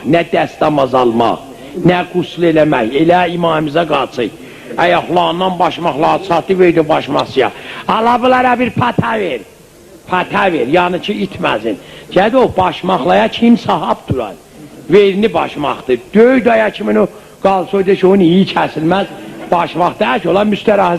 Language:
South Azerbaijani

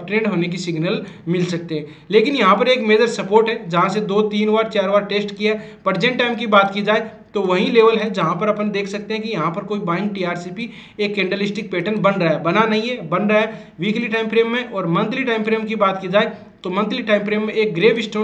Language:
Hindi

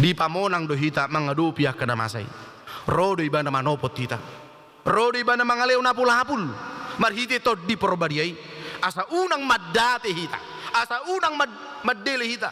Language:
Batak Toba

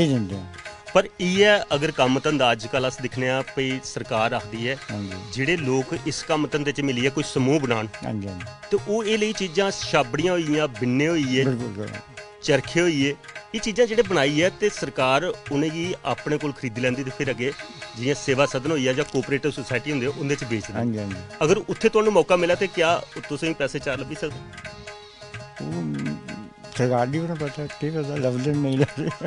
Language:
Dogri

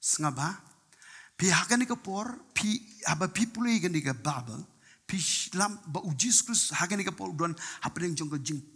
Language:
Khasi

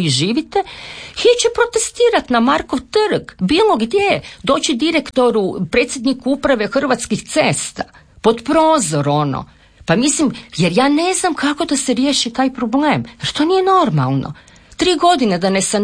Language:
Croatian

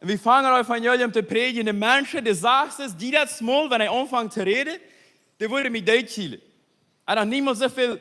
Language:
Plautdietsch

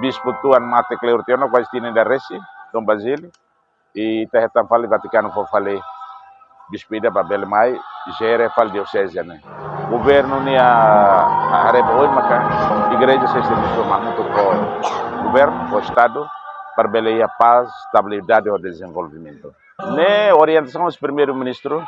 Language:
Tetum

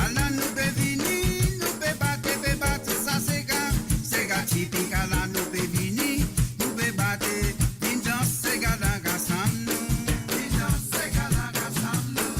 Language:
Morisyen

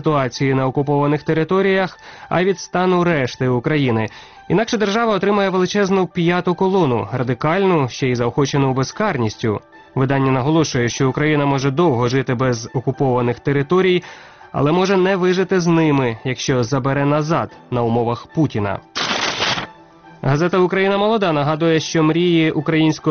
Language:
Ukrainian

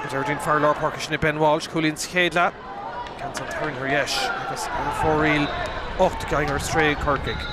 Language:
Irish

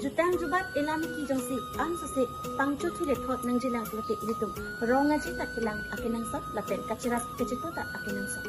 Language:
Karbi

